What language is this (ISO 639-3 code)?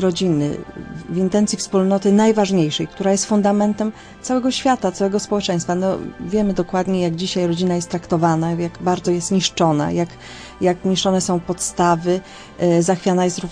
pol